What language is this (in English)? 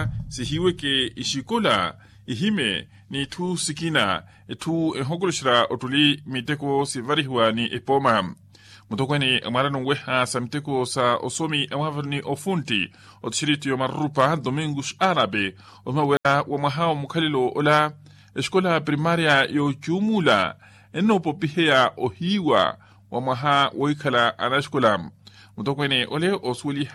Makhuwa